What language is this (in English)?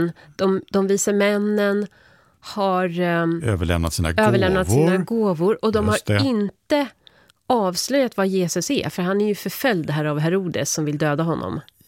Swedish